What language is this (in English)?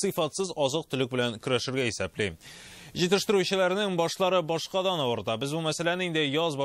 Tatar